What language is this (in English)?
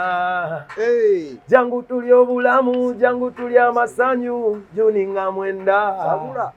Ganda